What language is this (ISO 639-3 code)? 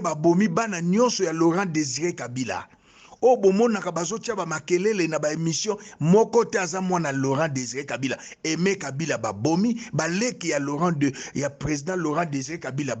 lin